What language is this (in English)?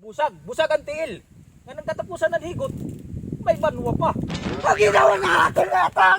Waray